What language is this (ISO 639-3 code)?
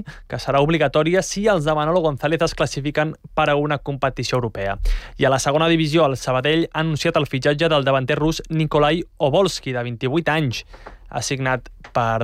cat